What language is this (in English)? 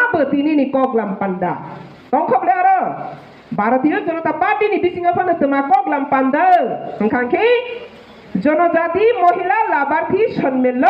Kok Borok